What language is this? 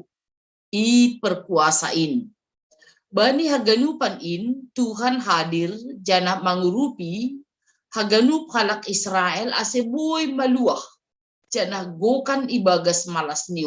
Batak Simalungun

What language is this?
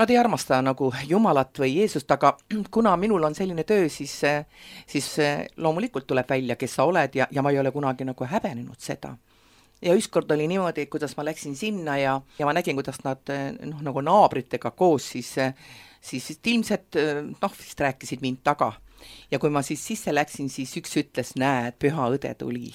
Estonian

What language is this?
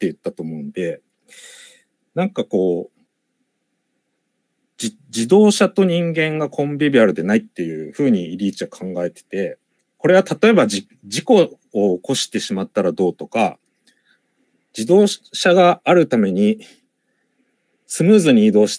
Japanese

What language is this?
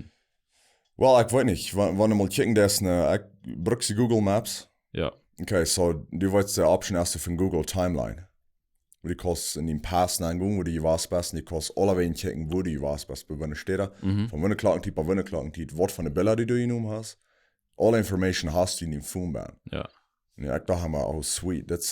Plautdietsch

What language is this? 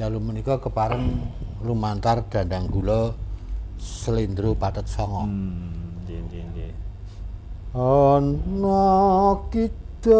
Javanese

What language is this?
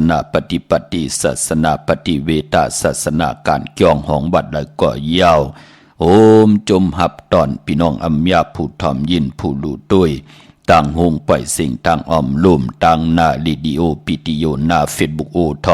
Shan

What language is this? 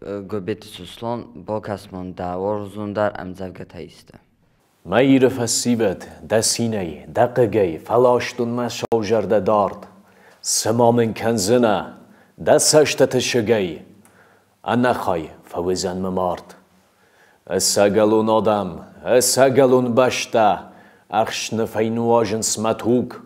Ossetic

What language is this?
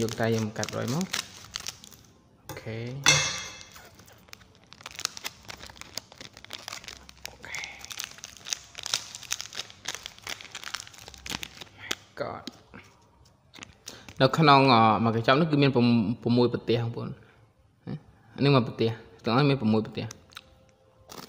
Vietnamese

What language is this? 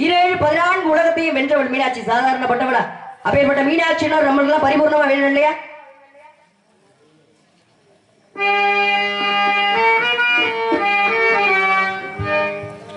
Tamil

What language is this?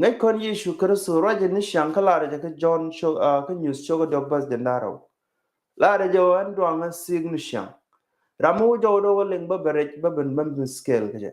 Nuer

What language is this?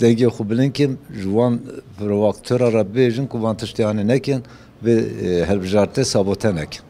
Kurdish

